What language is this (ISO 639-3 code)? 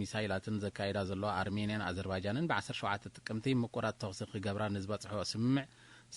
tir